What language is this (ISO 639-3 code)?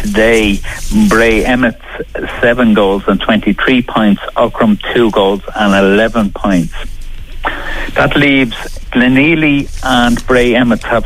eng